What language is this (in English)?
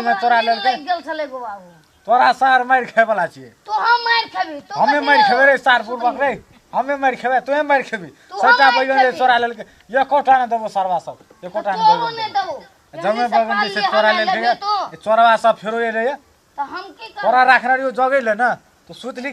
Maithili